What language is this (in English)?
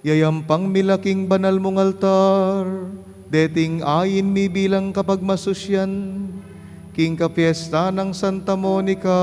Pampanga